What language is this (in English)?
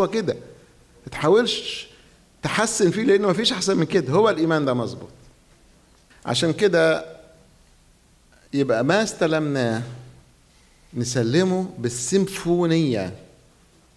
Egyptian Arabic